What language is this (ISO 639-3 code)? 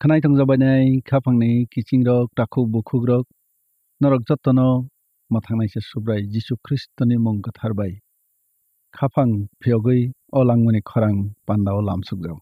trp